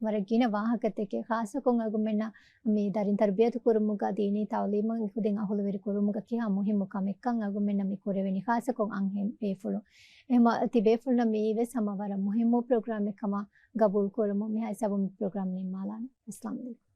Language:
Divehi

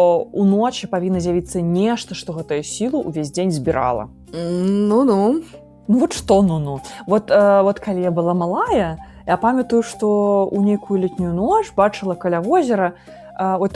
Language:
Belarusian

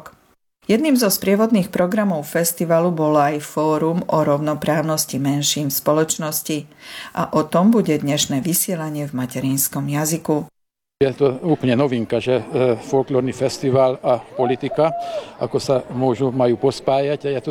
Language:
Slovak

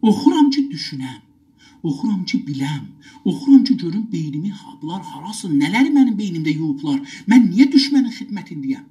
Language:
South Azerbaijani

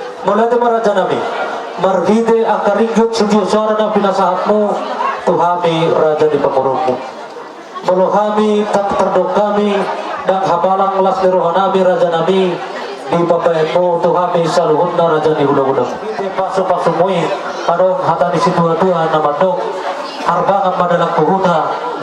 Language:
Batak Toba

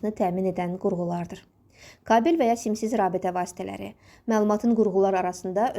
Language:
Azerbaijani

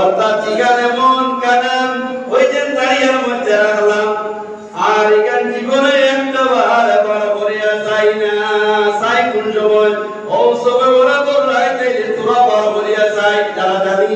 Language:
Sylheti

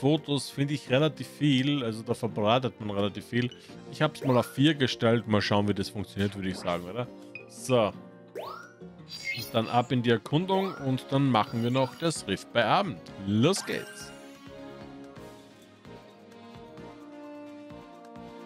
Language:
German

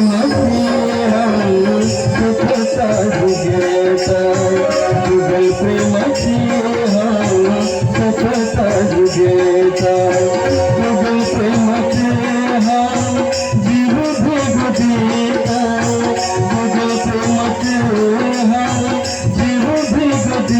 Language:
Konkani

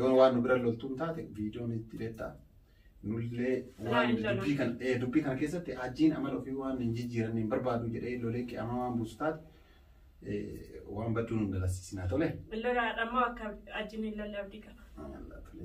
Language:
Oromo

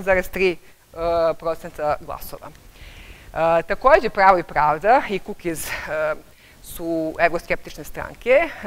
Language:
Serbian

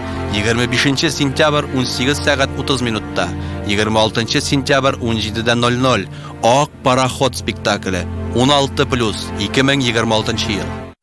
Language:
Tatar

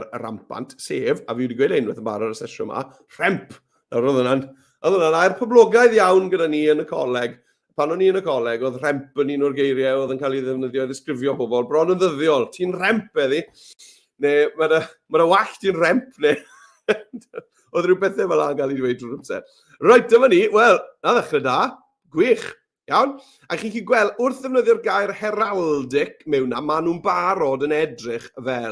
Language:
Welsh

